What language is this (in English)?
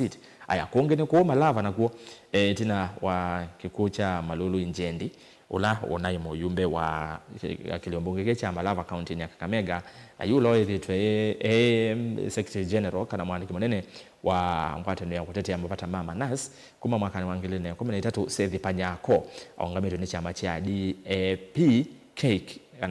Kamba